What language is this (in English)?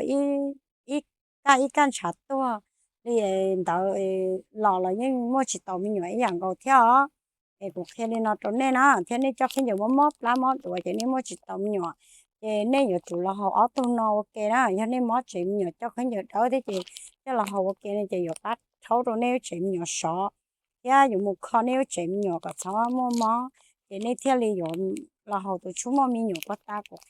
Hmong